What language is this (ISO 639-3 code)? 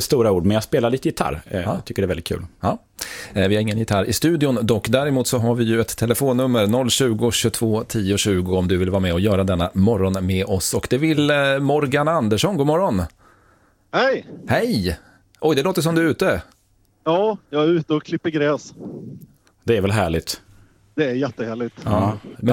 swe